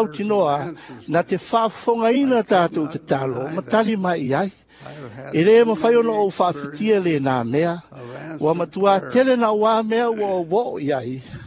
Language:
Samoan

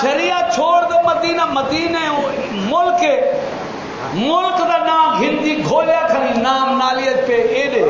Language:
Saraiki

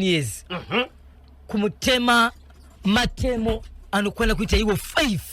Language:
Shona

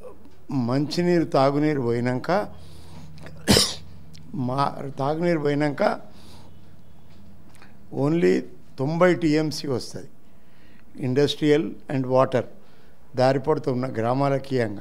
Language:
Telugu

